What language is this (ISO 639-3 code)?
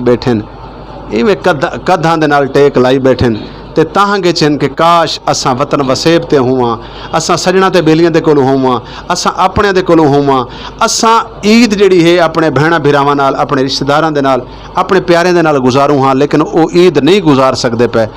skr